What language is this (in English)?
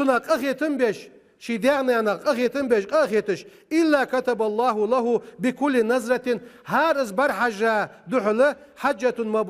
Ingush